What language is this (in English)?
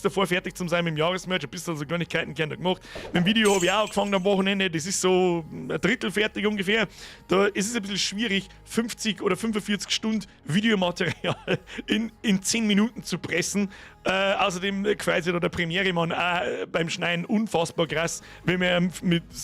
Bavarian